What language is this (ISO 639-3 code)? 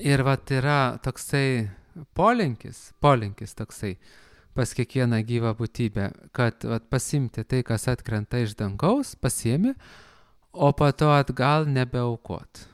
lit